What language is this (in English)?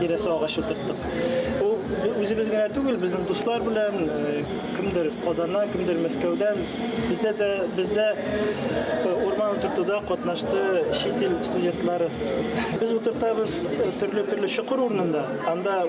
Tatar